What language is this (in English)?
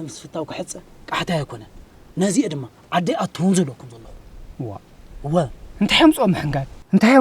Tigrinya